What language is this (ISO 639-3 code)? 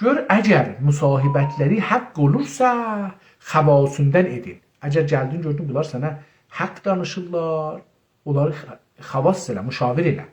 azb